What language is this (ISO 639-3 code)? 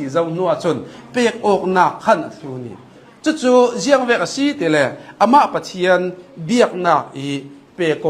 cnh